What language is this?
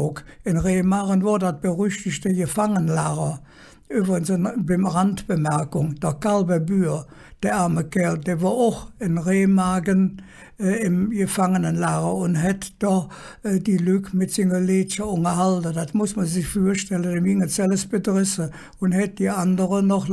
Colognian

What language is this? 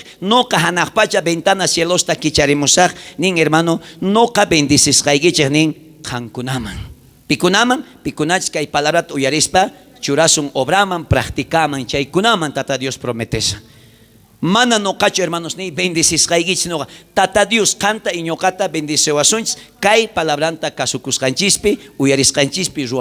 South Bolivian Quechua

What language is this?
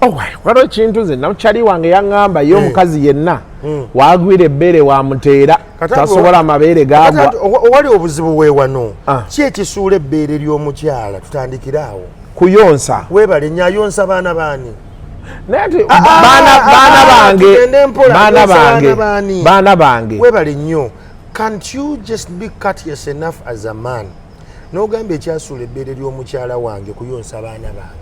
Ganda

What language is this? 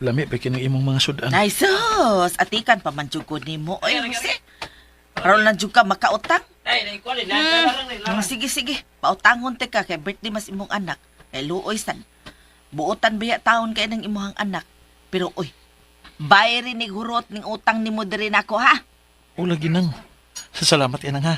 Cebuano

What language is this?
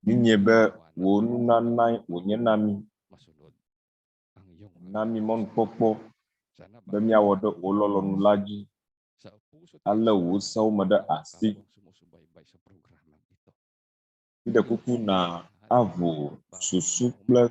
Ewe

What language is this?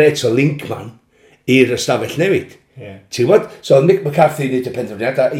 Welsh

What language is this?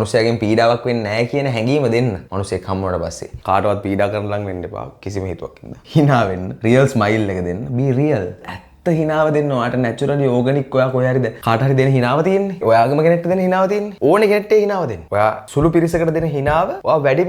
Sinhala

